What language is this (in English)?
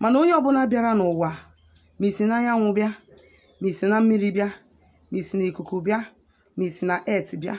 Igbo